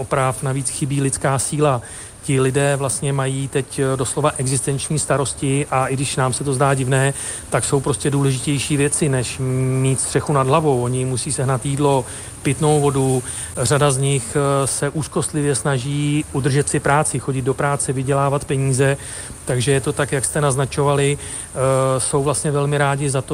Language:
Czech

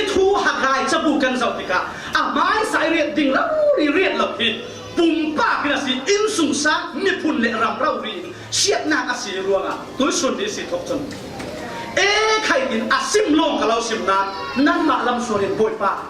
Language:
Falam Chin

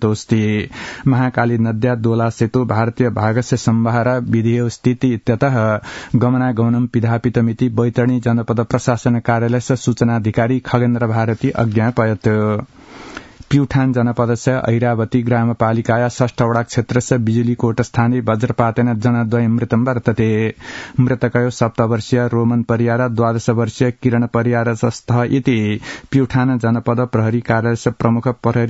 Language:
Sanskrit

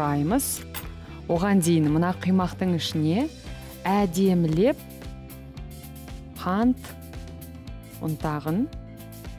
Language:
Kazakh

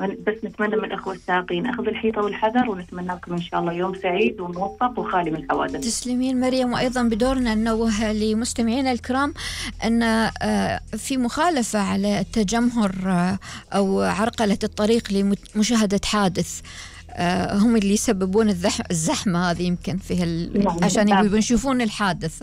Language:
Gulf Arabic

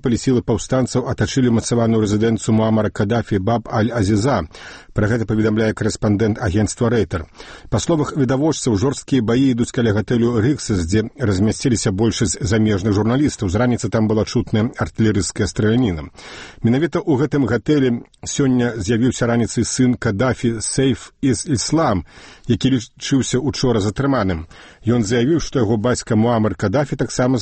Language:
Belarusian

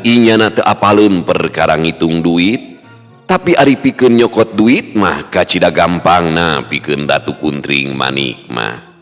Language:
Sundanese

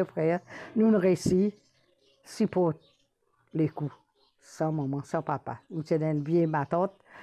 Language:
Morisyen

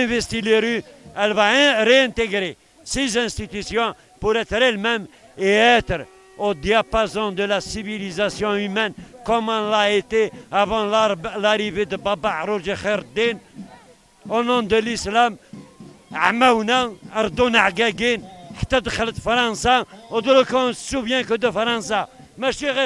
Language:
Kabyle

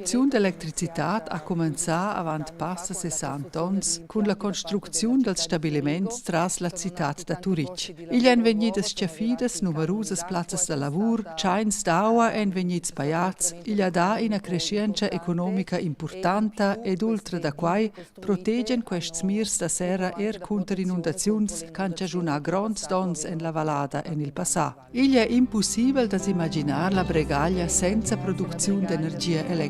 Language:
Romansh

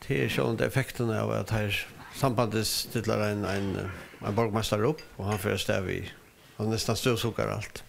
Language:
Faroese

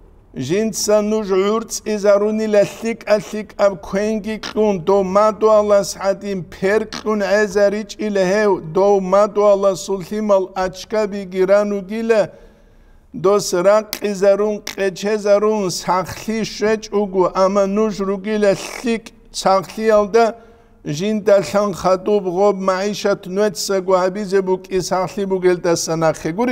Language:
Avaric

